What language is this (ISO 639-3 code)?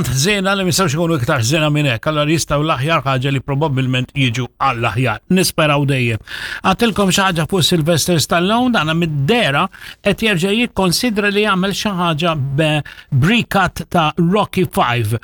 mlt